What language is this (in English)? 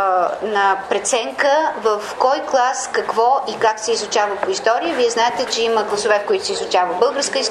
Bulgarian